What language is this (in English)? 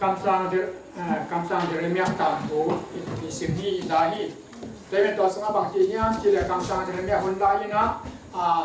Tedim Chin